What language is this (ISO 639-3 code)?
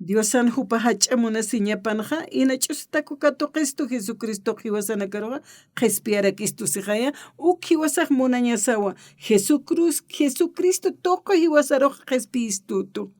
aym